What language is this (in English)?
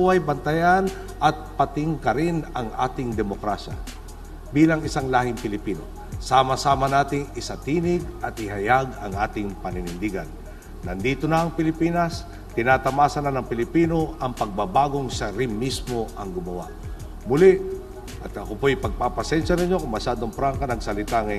Filipino